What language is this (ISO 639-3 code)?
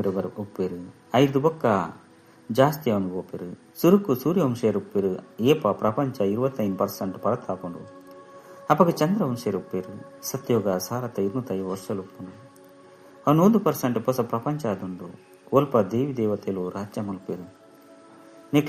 tcy